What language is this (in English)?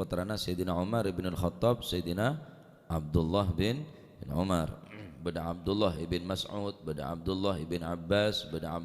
Madurese